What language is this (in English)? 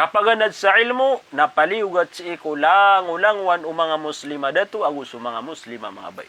Maranao